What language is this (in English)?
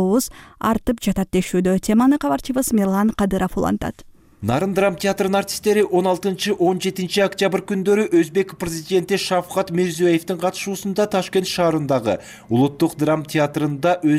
Kyrgyz